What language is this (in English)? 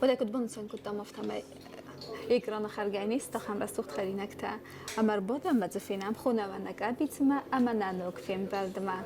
Ossetic